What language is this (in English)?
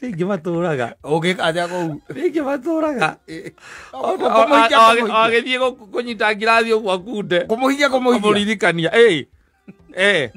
Kikuyu